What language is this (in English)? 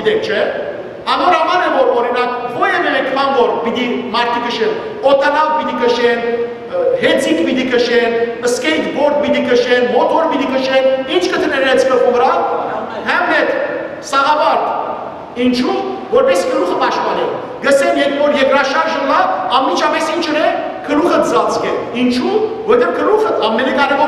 Western Armenian